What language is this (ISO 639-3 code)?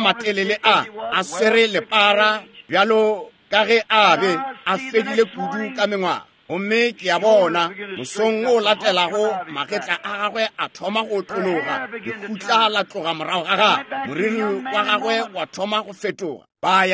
nso